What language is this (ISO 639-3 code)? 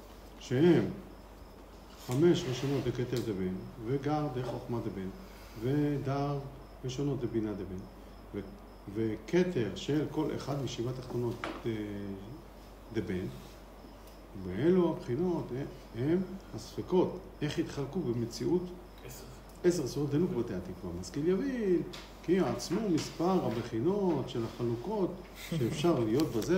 heb